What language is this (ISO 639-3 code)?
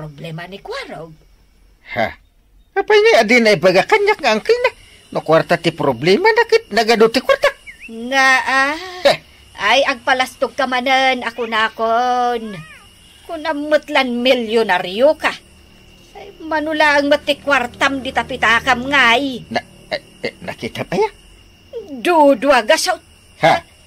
ilo